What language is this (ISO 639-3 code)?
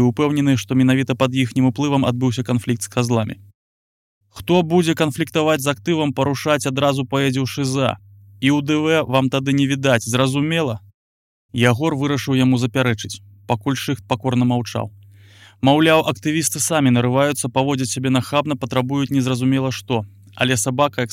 bel